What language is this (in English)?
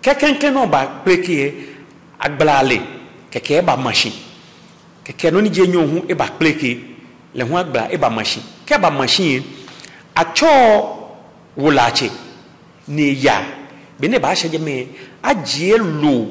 Ga